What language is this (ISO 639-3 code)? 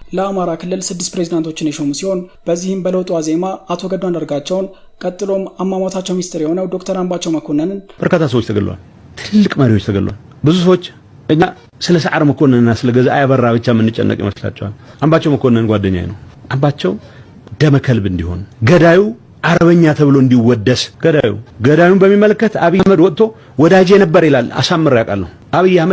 amh